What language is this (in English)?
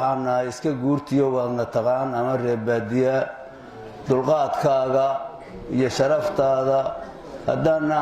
Somali